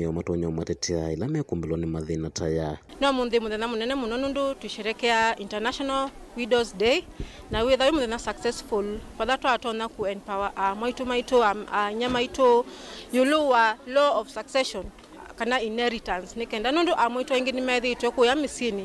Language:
Kamba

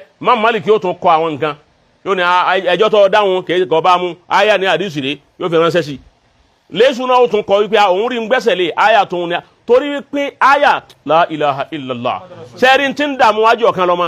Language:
Yoruba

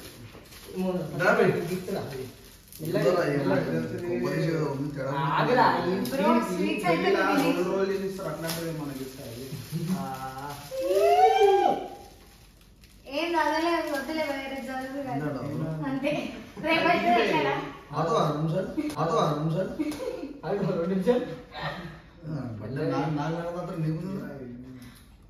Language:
Telugu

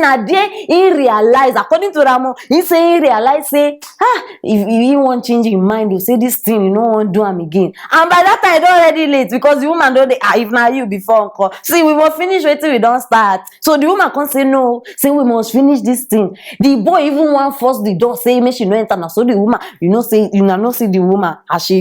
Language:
Nigerian Pidgin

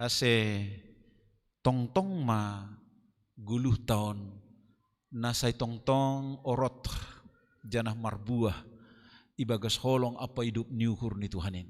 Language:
Batak Simalungun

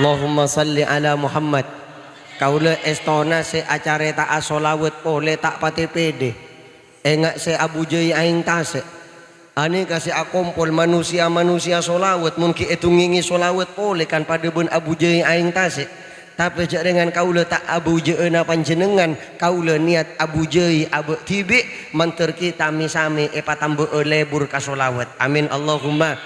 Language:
Madurese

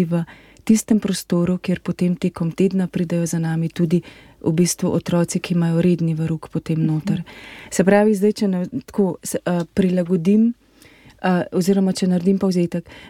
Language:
Slovenian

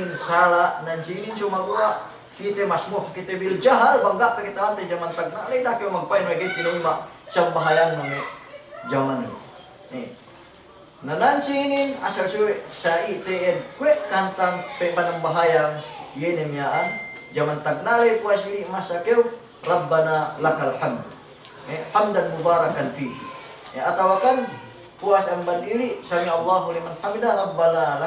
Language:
Yakan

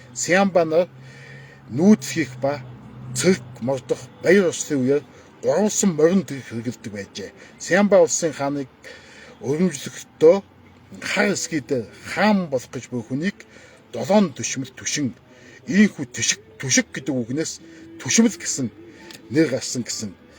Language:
Mongolian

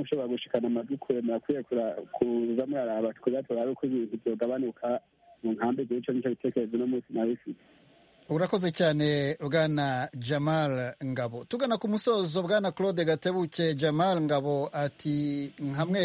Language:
Kinyarwanda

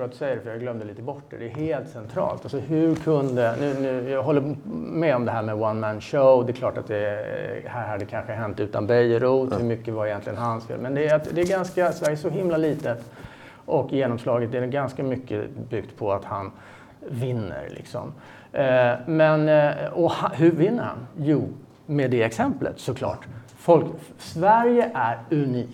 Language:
Swedish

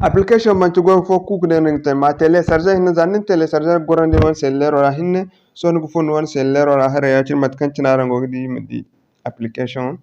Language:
Zarma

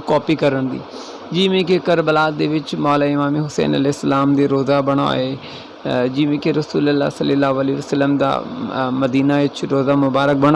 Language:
Saraiki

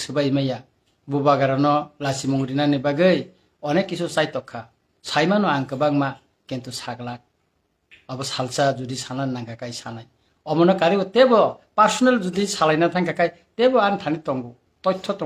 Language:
Kok Borok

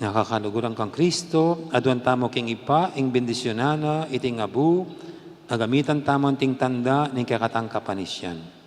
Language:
Pampanga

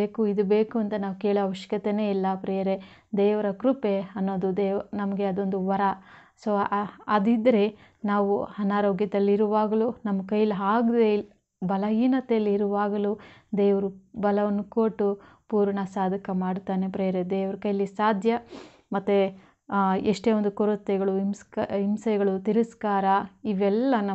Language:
Kannada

